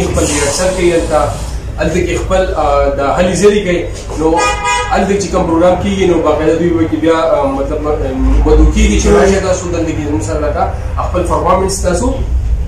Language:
Pashto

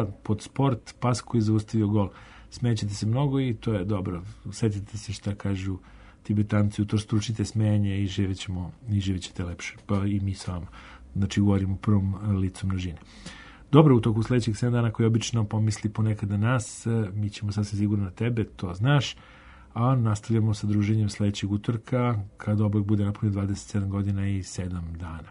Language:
Serbian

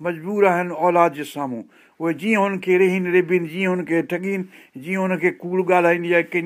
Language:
Sindhi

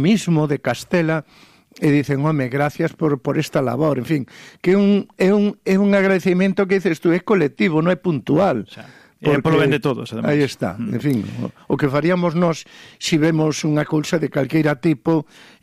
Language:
Galician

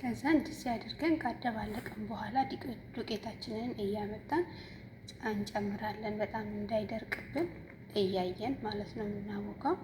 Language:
Amharic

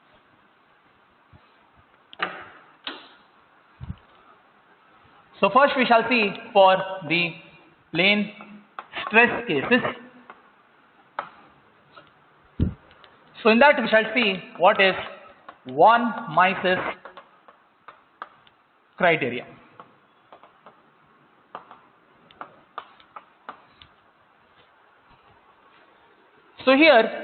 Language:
English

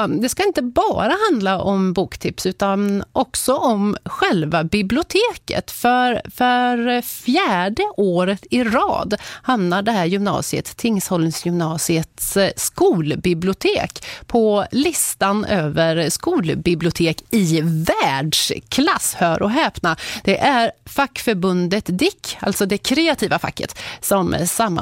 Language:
Swedish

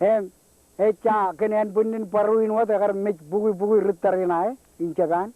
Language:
Marshallese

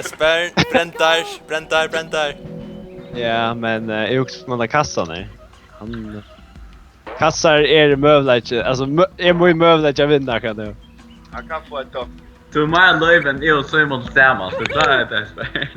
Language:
Faroese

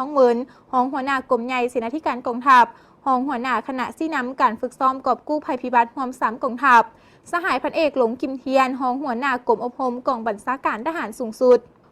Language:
Lao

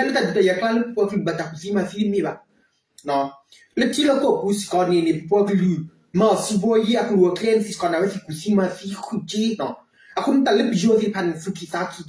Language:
S'gaw Karen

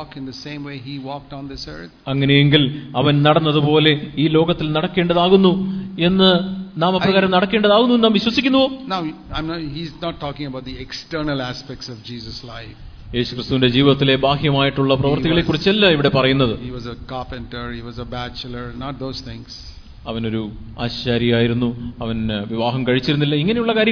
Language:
Malayalam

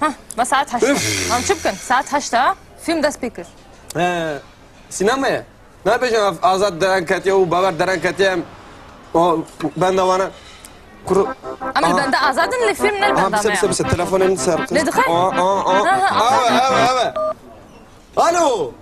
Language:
Kurdish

